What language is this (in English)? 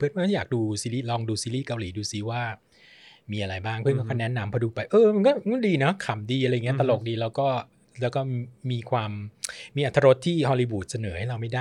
Thai